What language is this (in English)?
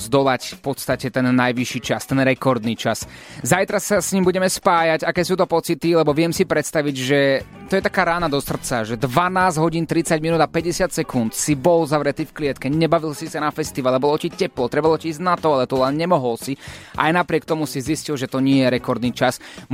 Slovak